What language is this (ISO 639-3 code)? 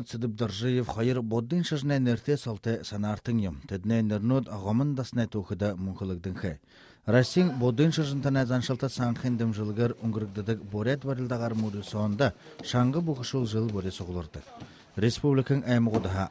bua